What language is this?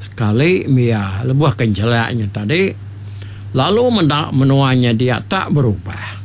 Iban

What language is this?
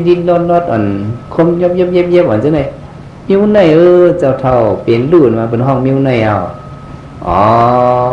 Shan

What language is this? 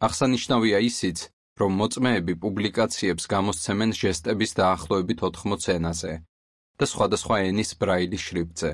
Georgian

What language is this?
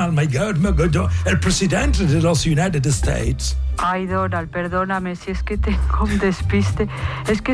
Spanish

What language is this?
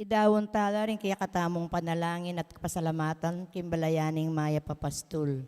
Pampanga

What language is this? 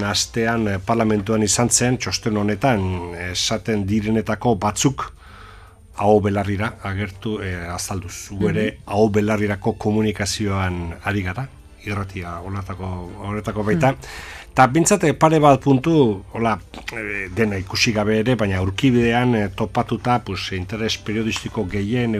Basque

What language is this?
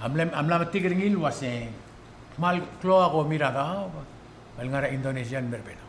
Palauan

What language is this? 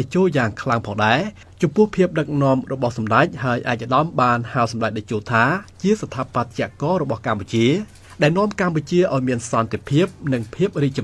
Khmer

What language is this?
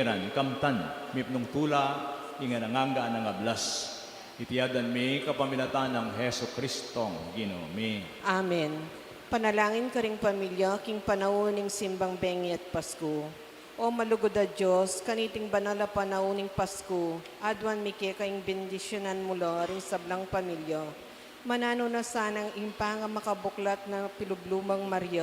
Pampanga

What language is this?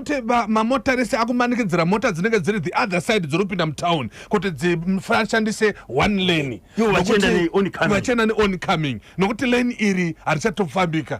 Shona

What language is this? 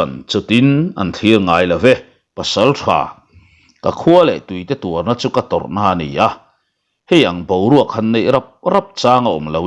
Mizo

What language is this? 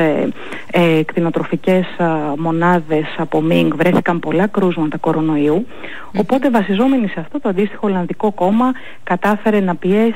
Greek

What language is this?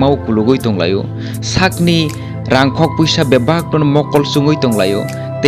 Kok Borok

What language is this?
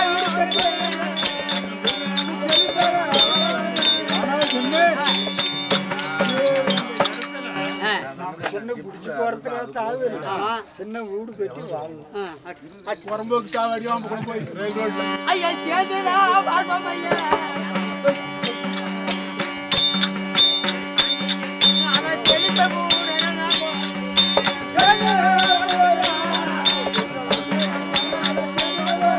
Tamil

